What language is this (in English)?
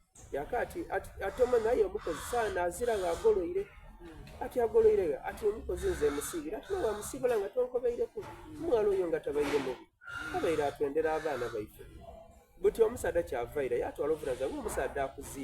Soga